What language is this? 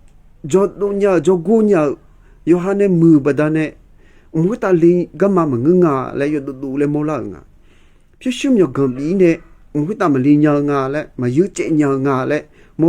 Akha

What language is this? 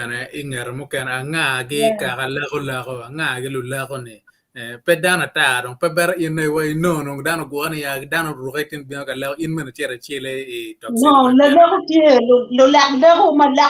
Acoli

